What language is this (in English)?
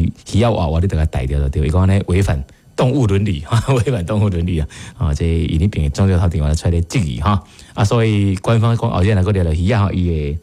Min Nan Chinese